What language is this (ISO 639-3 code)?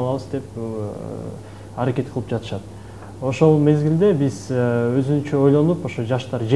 kir